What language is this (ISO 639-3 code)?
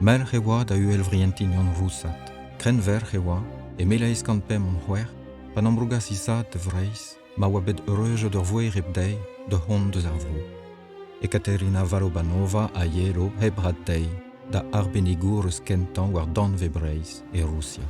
bre